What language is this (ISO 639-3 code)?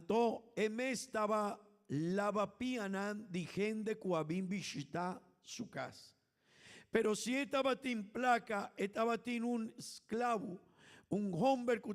pap